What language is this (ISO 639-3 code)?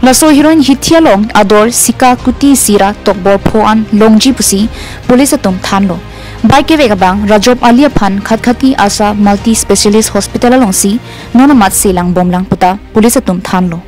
mjw